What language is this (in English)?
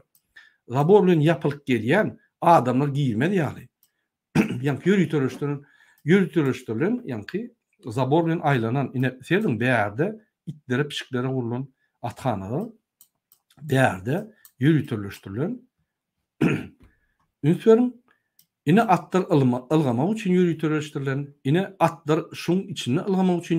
Turkmen